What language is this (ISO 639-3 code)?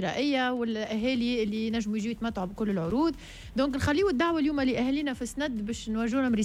aeb